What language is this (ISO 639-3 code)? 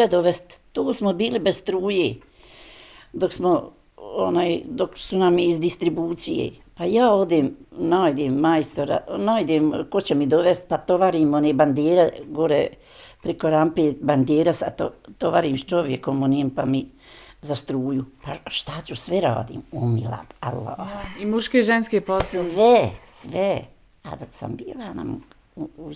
bos